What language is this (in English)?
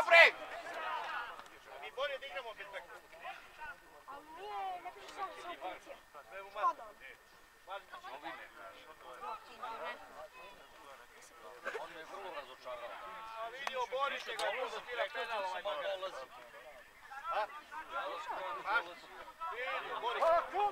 Serbian